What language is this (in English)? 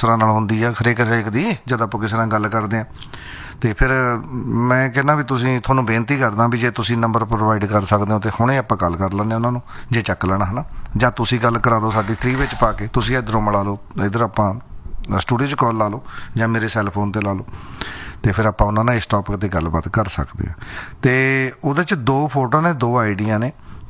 Punjabi